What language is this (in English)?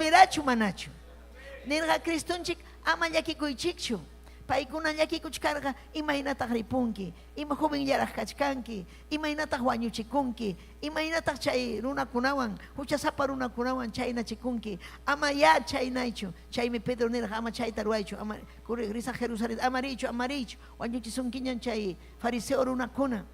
Ayacucho Quechua